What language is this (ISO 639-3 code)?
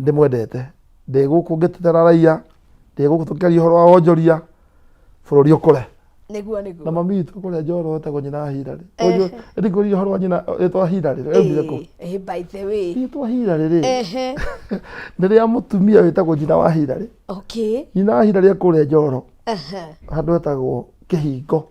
kik